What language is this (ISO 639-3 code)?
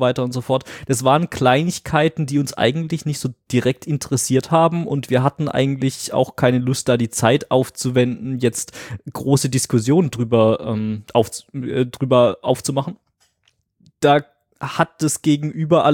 deu